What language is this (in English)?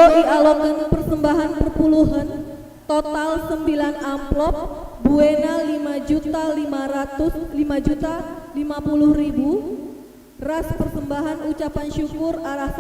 Batak Karo